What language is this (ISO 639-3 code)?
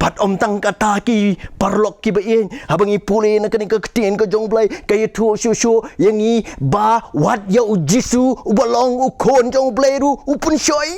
kha